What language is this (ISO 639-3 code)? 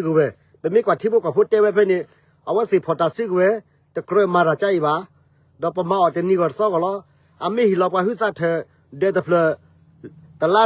ksw